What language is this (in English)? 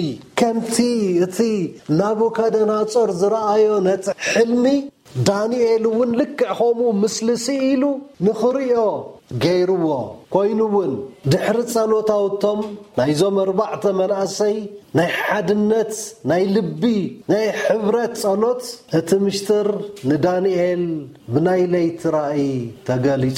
Tigrinya